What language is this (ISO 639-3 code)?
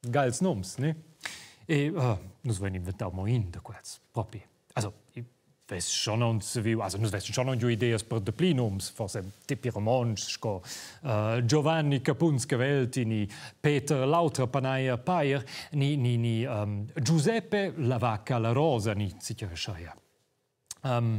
roh